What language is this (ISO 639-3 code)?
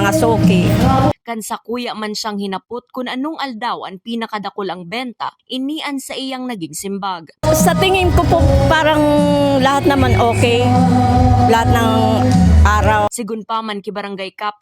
bik